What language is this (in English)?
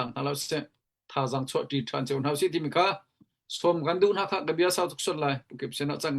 Hakha Chin